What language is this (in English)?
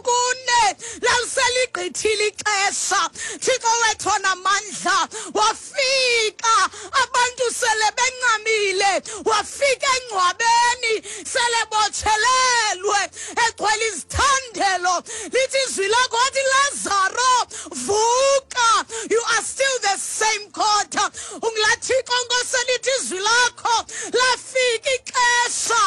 Xhosa